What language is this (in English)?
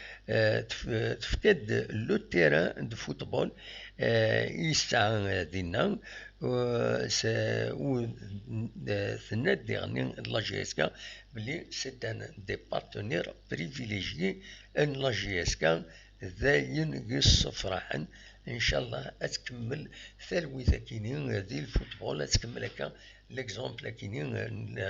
Kabyle